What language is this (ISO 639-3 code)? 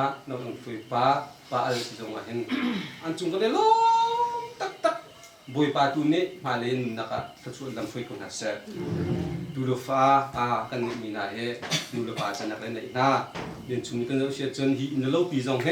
cnh